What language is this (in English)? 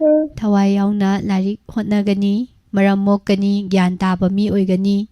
Manipuri